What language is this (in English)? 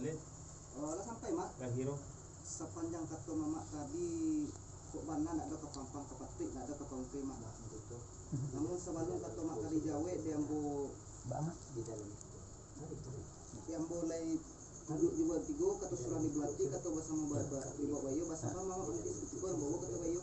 Minangkabau